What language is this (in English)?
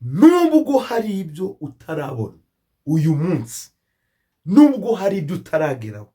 Kinyarwanda